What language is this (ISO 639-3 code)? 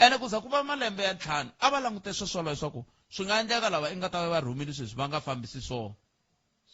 tso